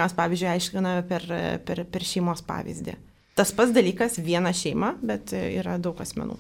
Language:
Lithuanian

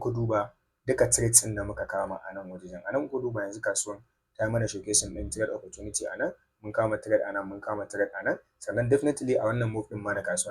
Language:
Hausa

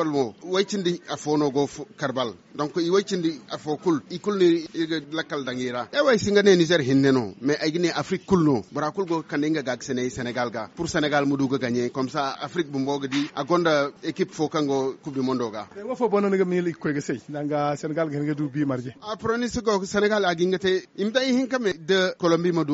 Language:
Zarma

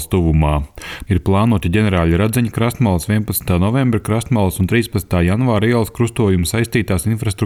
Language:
Latvian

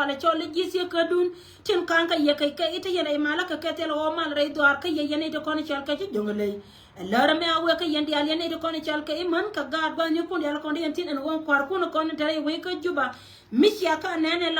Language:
Nuer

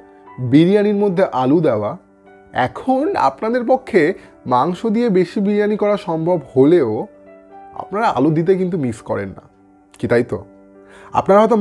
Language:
Bangla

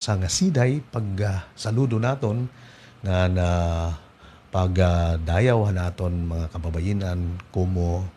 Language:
Waray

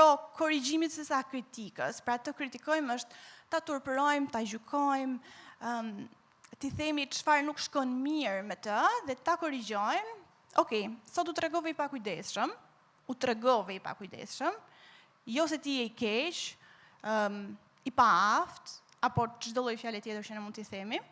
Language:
Albanian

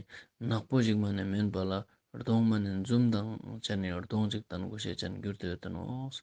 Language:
Ladakhi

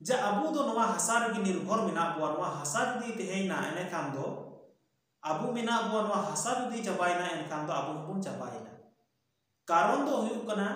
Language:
Santali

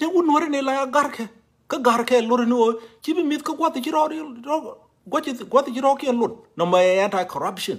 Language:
Nuer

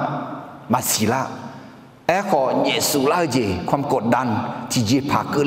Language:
Akha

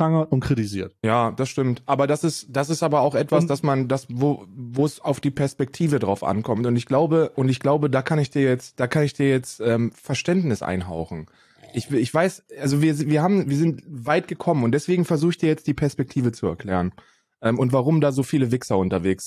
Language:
German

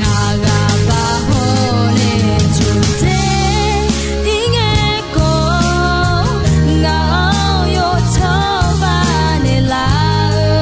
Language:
Akha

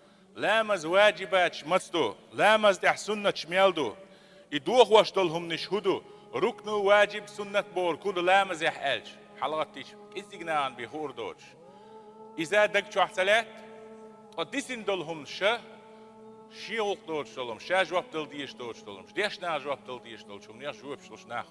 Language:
Chechen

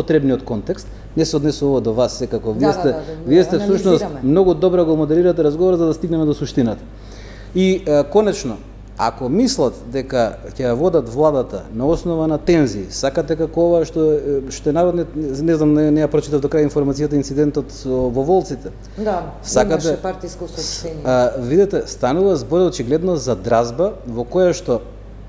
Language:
Macedonian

